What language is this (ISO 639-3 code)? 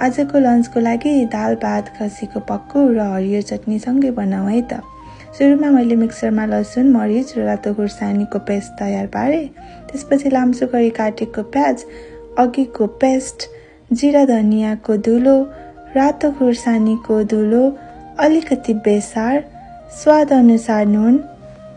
nep